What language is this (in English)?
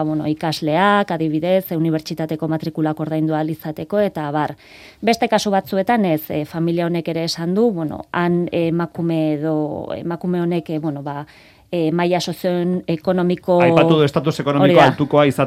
Basque